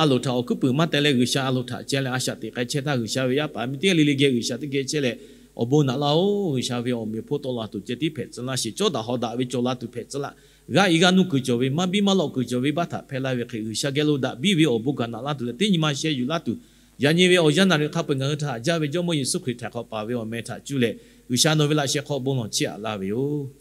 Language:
Lahu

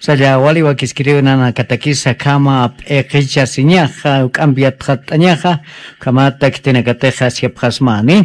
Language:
Aymara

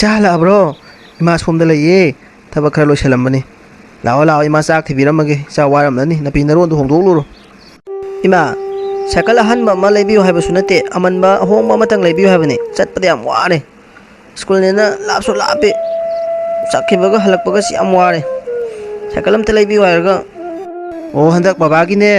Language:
Manipuri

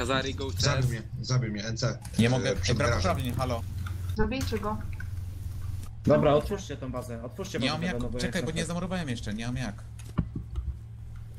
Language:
Polish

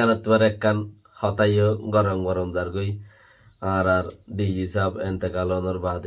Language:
Rohingya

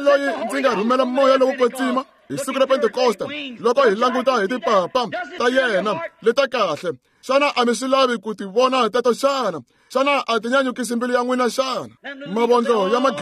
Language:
Tsonga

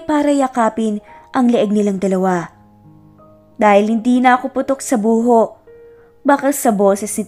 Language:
Filipino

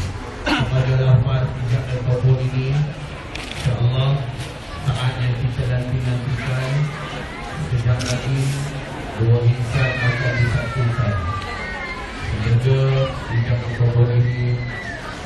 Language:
Malay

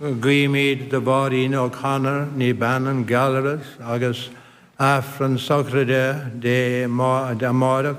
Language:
Irish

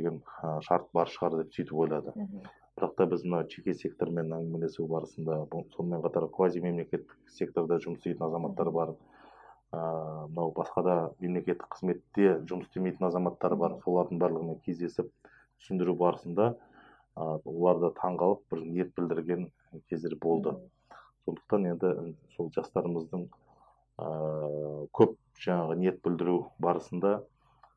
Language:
Kazakh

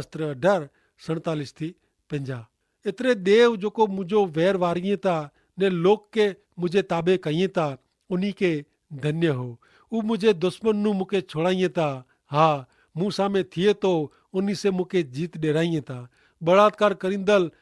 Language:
Kachhi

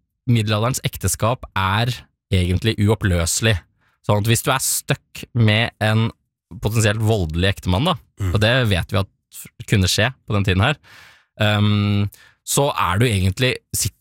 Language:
Norwegian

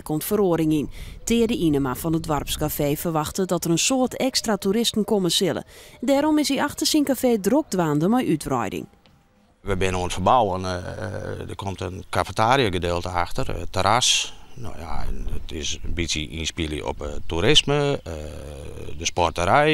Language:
Western Frisian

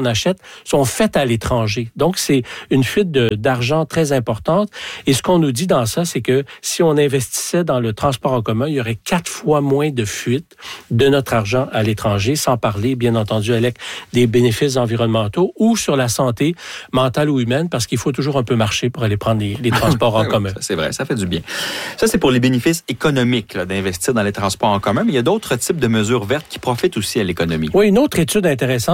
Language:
French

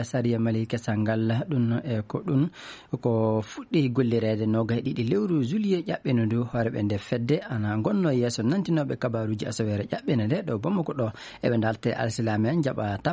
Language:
Maasina Fulfulde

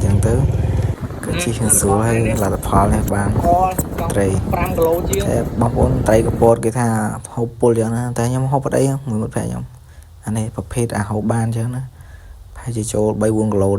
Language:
Khmer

